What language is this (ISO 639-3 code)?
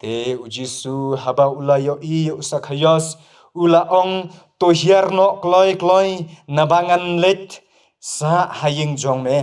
kha